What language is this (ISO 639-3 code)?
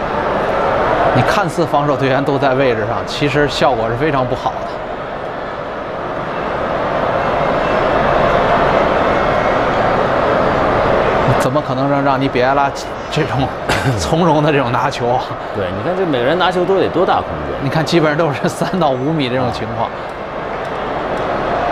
zho